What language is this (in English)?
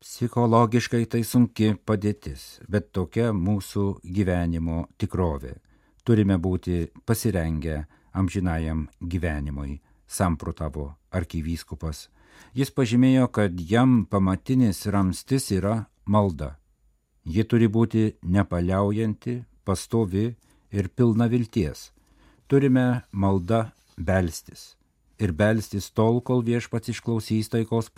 Lithuanian